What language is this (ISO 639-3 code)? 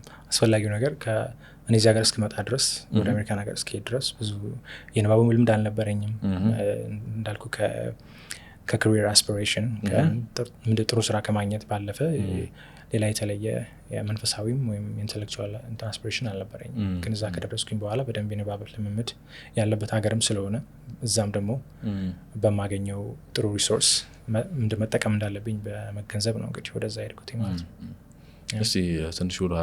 amh